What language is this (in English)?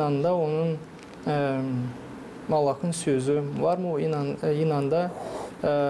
Gagauz